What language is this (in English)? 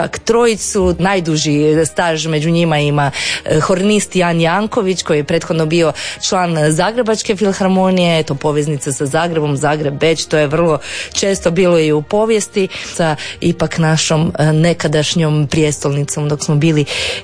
Croatian